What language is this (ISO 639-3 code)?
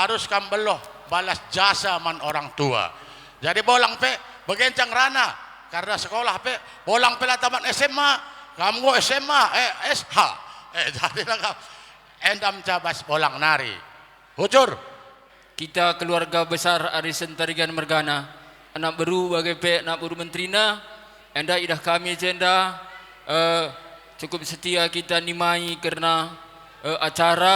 btx